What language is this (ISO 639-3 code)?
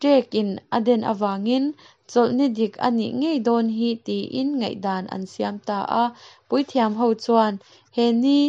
lus